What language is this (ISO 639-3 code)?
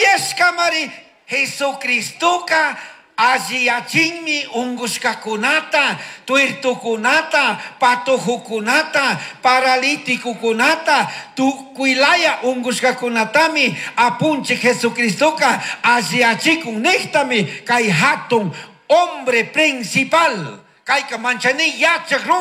qug